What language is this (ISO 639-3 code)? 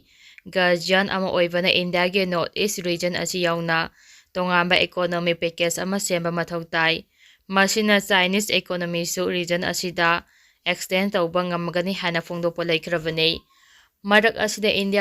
mni